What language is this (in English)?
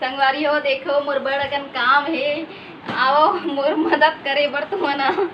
Chhattisgarhi